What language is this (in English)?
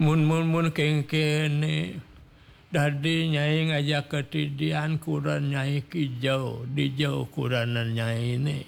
Balinese